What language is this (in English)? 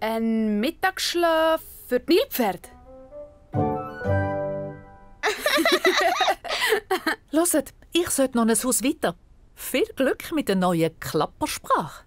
Swiss German